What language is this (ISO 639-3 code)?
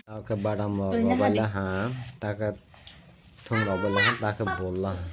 trp